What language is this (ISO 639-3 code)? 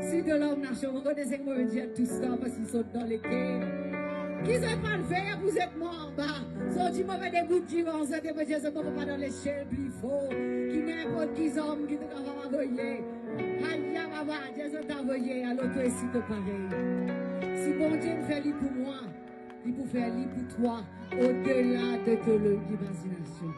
mfe